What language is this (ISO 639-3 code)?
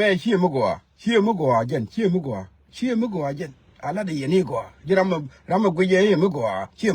nus